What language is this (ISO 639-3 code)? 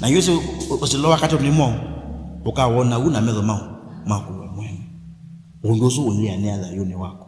kam